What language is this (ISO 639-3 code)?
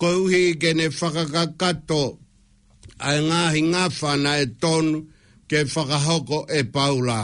ton